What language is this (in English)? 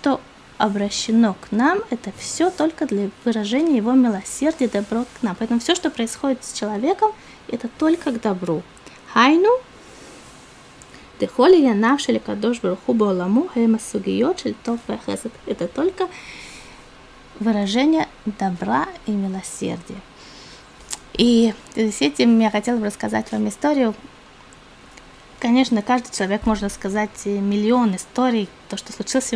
Russian